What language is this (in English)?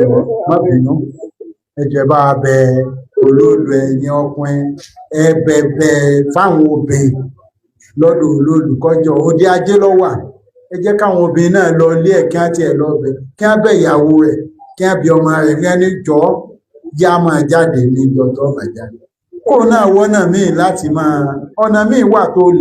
Yoruba